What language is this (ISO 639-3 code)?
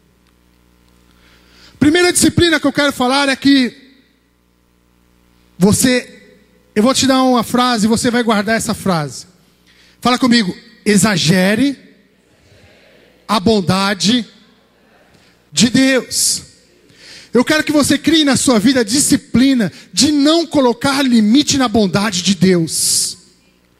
por